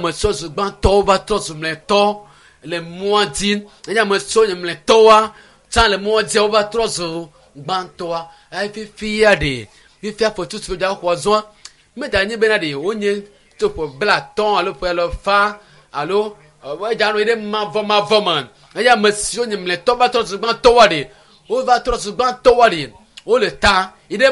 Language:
Ewe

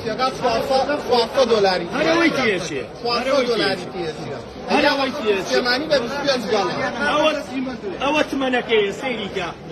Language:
Central Kurdish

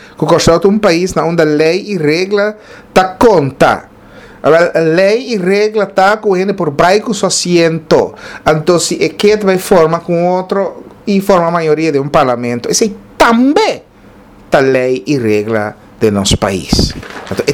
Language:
Papiamento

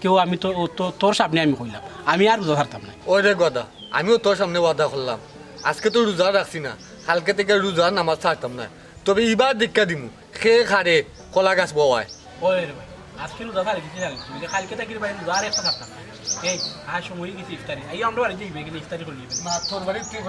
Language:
Sylheti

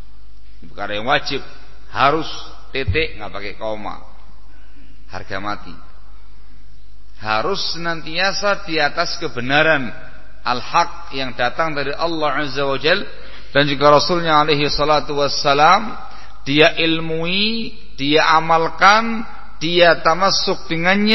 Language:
Indonesian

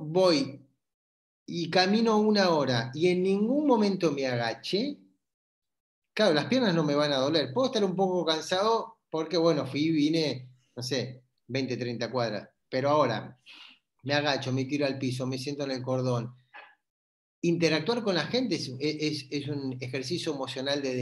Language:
Spanish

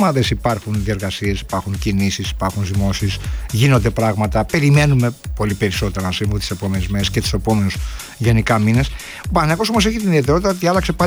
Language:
Greek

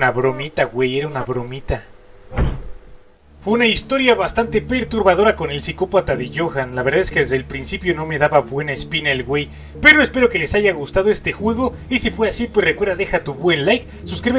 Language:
Spanish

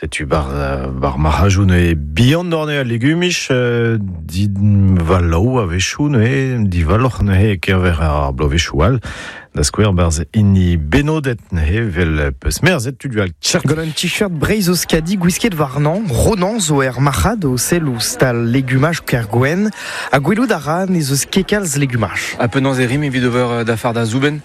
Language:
Breton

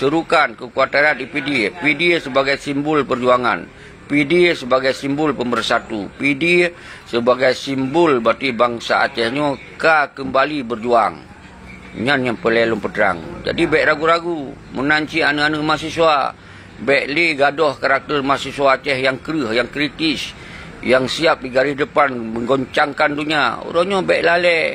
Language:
Achinese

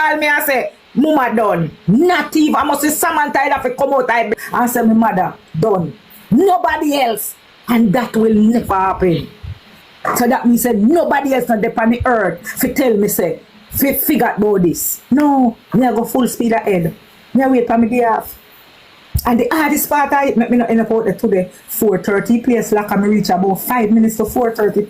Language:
Jamaican Creole English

